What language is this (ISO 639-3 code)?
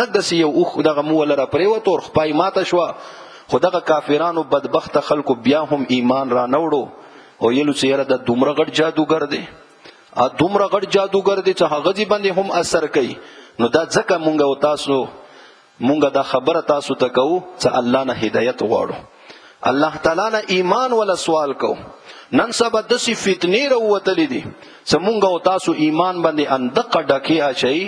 pus